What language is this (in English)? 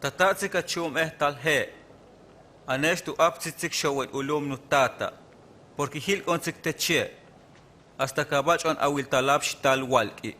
Huastec